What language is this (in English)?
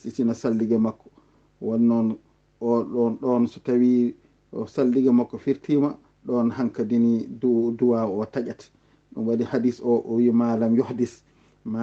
Fula